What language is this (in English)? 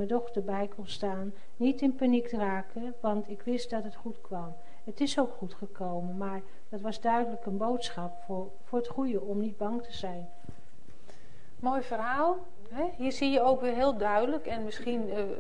Dutch